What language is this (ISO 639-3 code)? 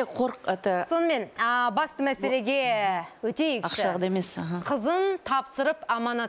kaz